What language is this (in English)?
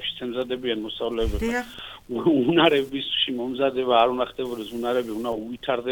Georgian